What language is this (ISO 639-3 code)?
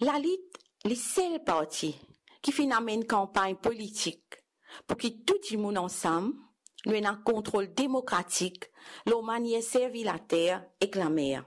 mfe